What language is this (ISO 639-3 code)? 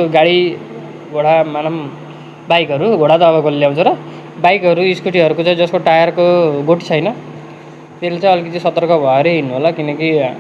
nep